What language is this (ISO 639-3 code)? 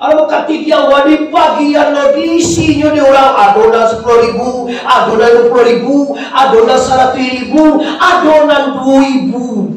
min